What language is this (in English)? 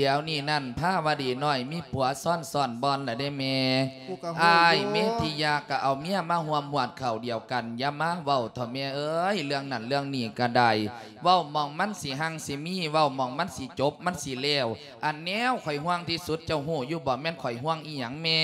Lao